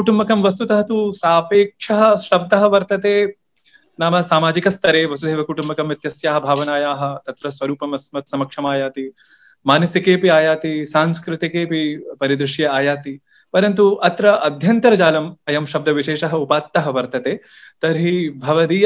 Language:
Sanskrit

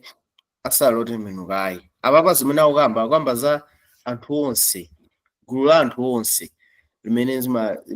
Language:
Nyanja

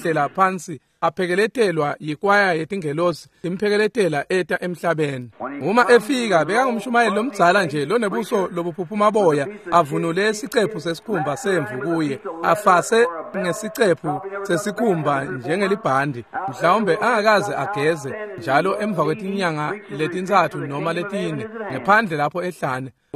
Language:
Swati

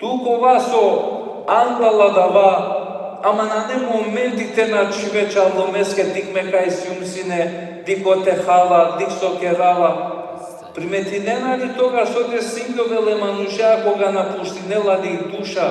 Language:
Balkan Romani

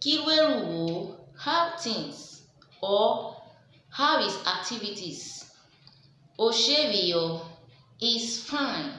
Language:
Urhobo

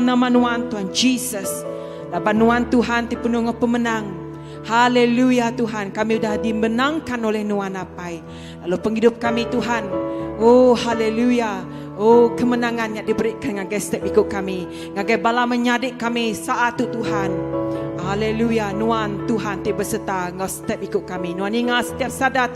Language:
Iban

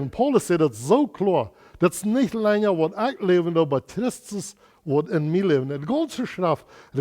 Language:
Plautdietsch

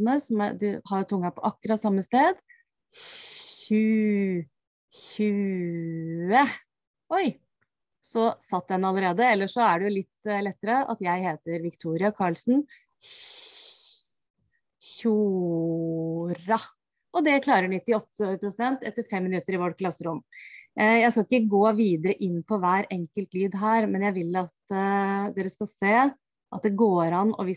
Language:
Norwegian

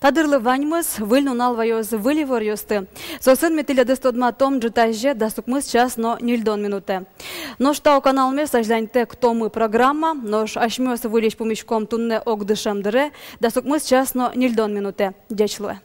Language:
Udmurt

